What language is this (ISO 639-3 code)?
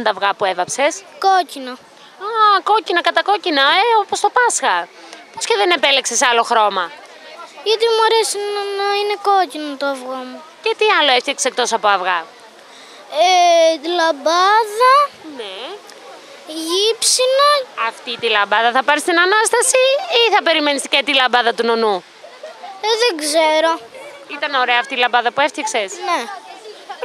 ell